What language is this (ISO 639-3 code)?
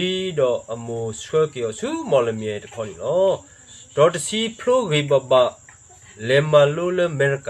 ksw